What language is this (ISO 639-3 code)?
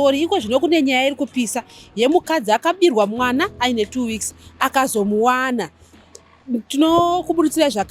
sna